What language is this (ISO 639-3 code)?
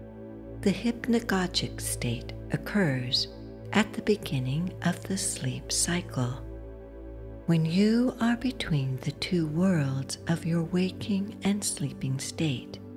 eng